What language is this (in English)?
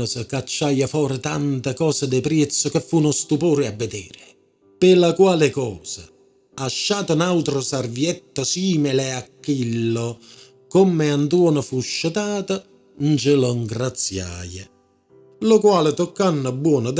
Neapolitan